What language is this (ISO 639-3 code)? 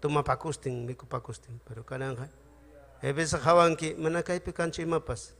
quy